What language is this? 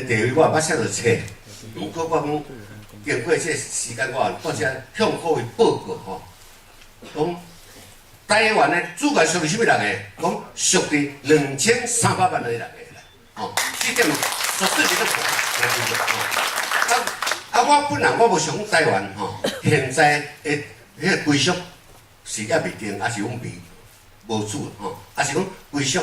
Min Nan Chinese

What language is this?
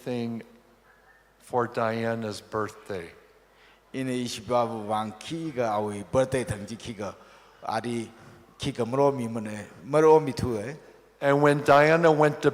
Tangkhul Naga (India)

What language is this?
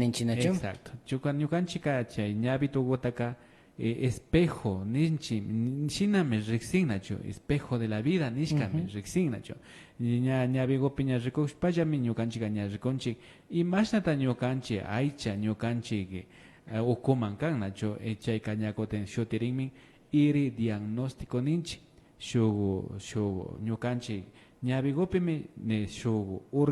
Imbabura Highland Quichua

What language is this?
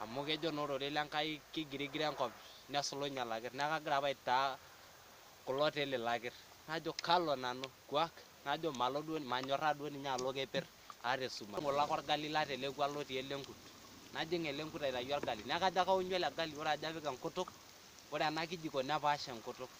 Masai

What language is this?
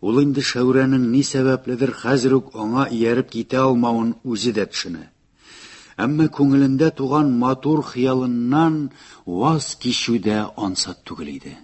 Tatar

